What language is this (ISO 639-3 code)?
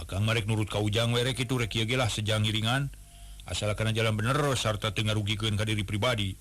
sun